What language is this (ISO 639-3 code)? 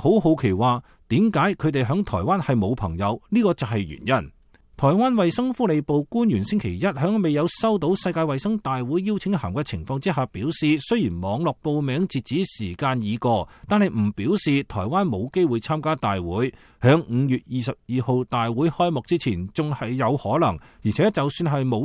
yue